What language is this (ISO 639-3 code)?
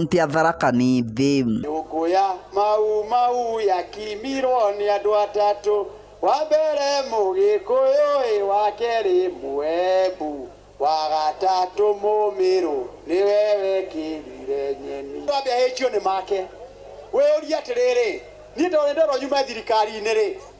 mer